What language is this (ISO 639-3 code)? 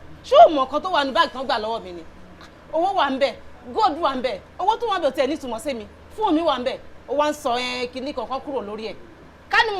yor